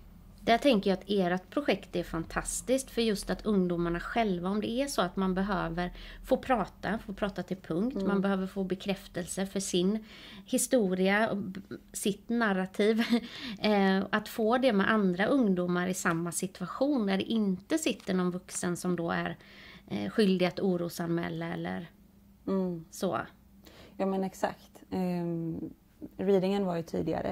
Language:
Swedish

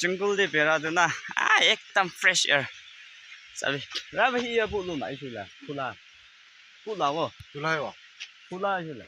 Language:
Naga Pidgin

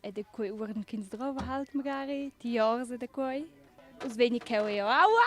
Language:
Romansh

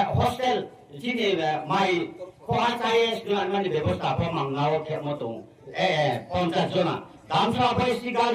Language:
Riang (India)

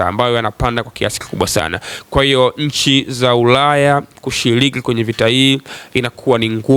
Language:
Swahili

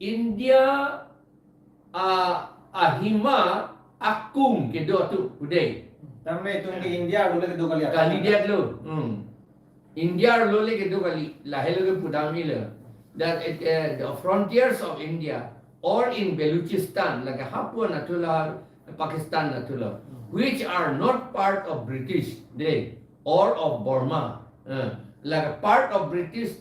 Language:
Karbi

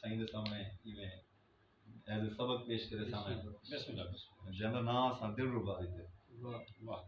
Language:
Saraiki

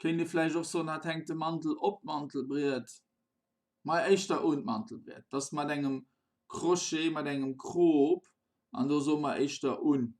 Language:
Luxembourgish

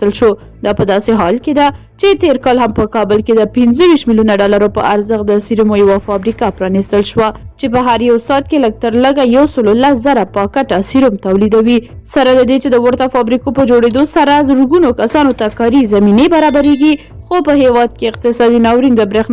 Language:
Pashto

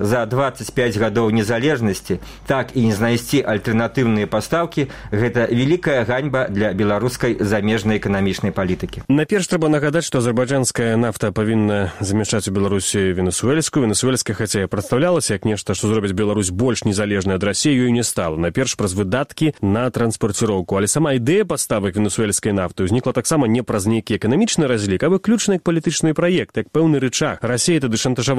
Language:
Belarusian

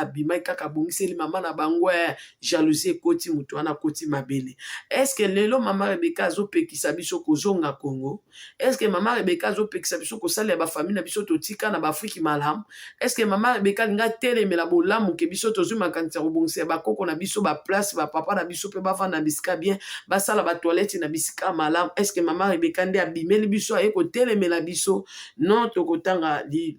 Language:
Lingala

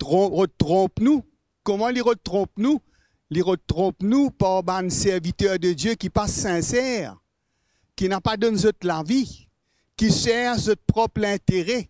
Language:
Morisyen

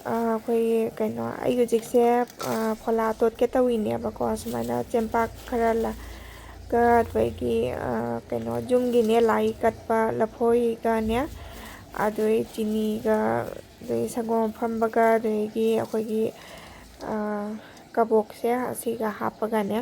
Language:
Manipuri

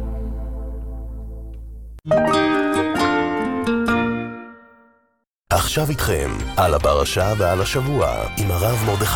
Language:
Hebrew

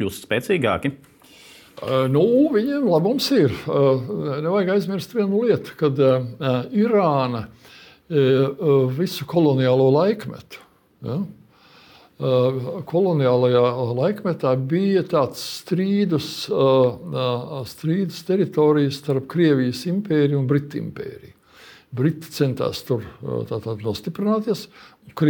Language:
Latvian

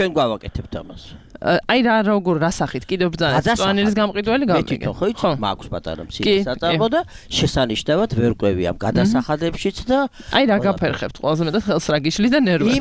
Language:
Georgian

